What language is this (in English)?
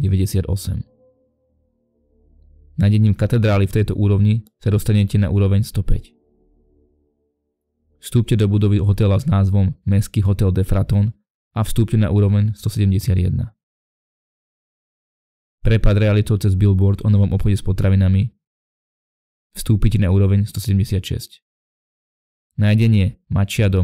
Slovak